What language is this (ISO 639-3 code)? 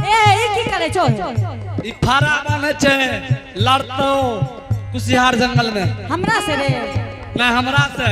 anp